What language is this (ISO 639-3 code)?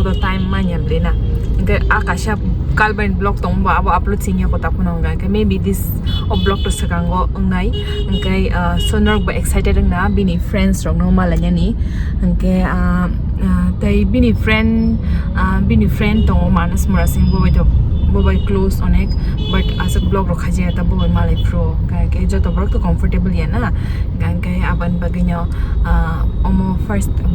trp